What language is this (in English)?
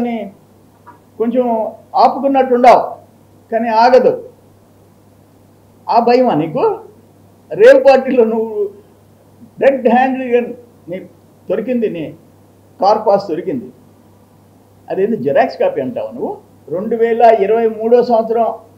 Telugu